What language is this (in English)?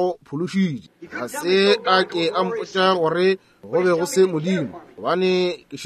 Northern Sotho